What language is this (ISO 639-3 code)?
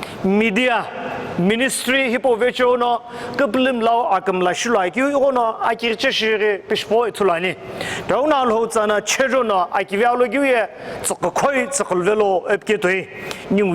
nsm